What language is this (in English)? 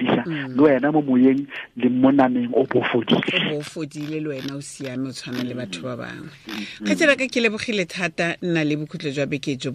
Tswana